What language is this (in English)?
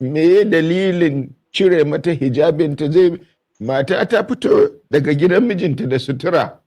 Hausa